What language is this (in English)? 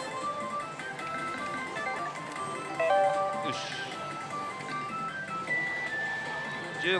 Japanese